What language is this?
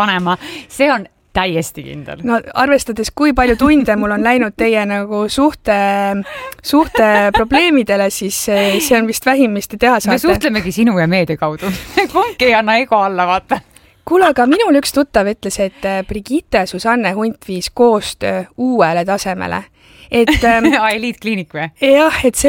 Estonian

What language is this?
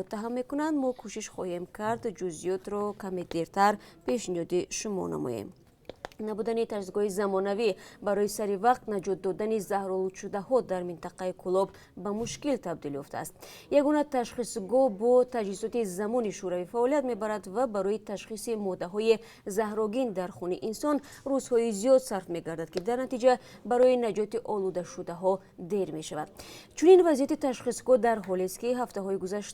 Tajik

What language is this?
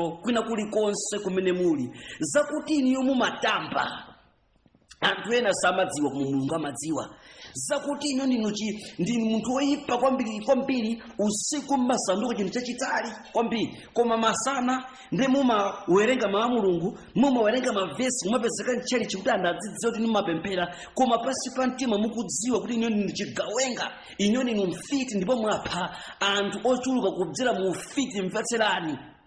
Nyanja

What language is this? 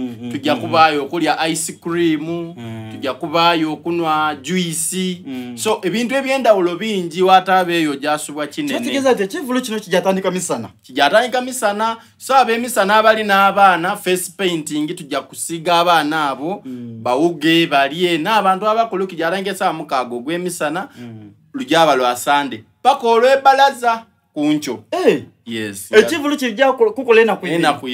Soga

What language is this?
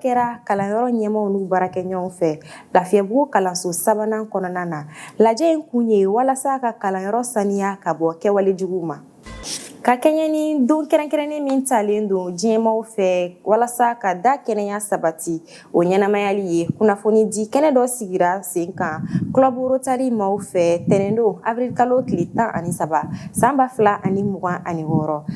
Bambara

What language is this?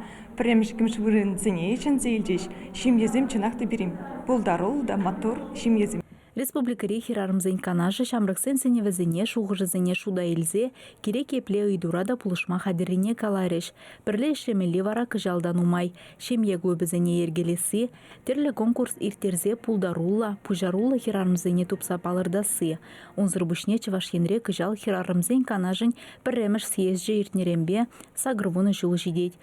Chuvash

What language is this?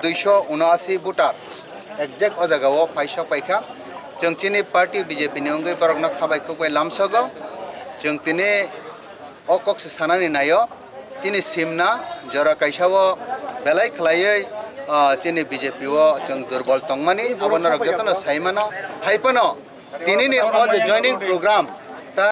Kok Borok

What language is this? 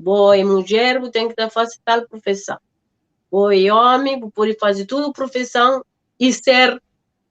Kabuverdianu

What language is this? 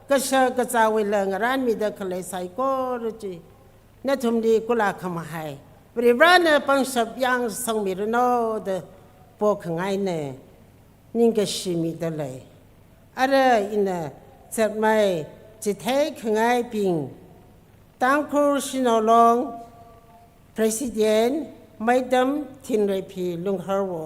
Tangkhul Naga (India)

